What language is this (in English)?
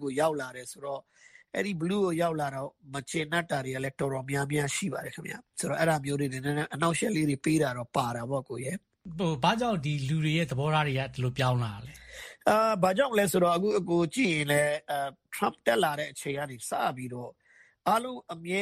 Burmese